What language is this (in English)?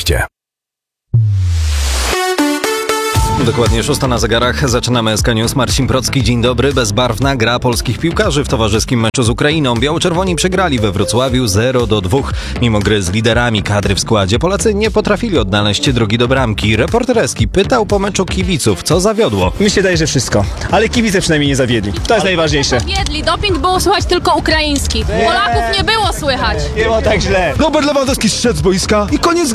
Polish